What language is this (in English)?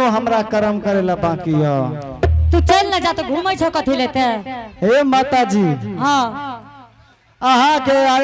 Angika